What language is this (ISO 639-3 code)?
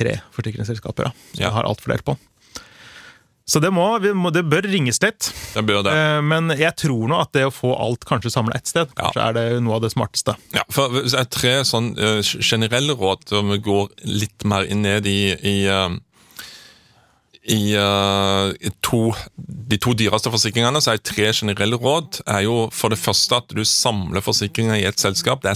nor